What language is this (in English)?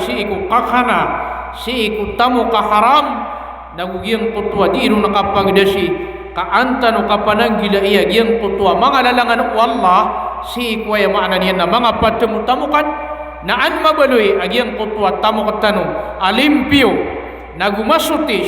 Maranao